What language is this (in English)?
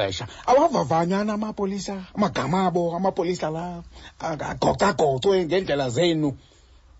Xhosa